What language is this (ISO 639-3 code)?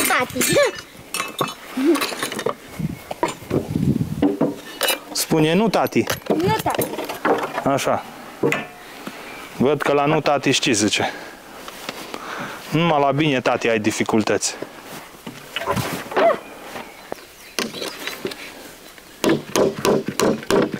ron